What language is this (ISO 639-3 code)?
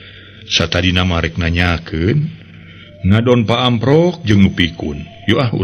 sun